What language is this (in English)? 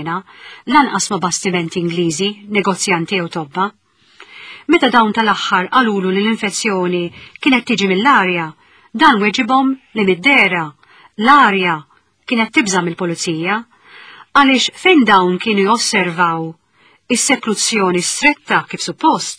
Maltese